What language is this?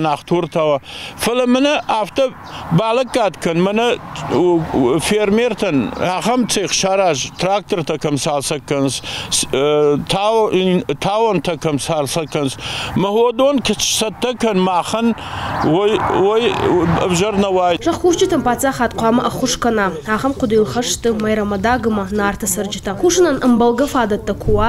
Ossetic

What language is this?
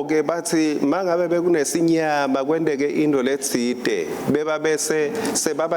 Swati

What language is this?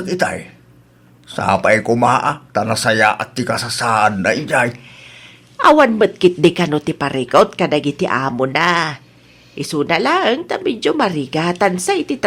Iloko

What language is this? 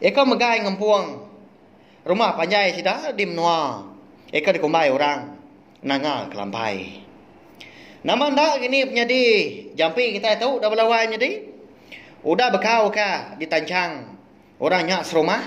Iban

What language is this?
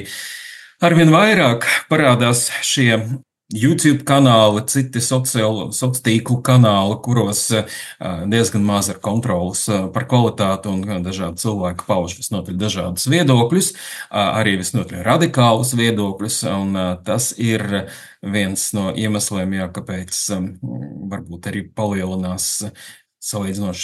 Latvian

